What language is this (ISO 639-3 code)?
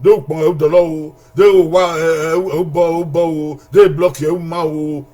bin